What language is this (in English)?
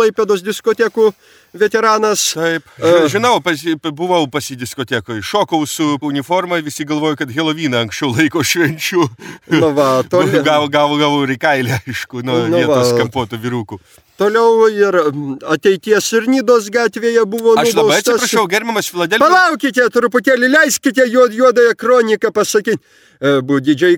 Lithuanian